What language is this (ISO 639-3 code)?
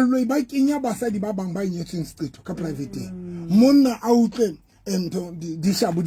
sot